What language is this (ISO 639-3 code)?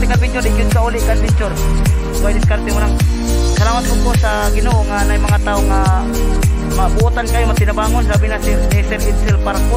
ceb